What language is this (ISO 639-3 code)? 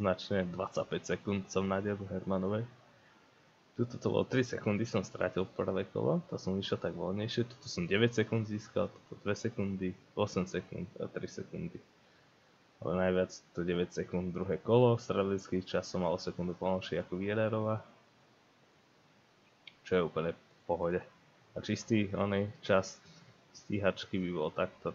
slk